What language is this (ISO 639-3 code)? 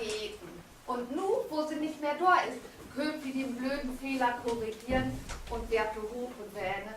nds